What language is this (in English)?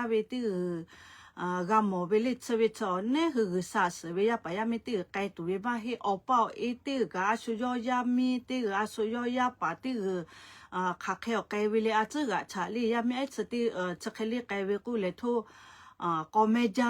Lahu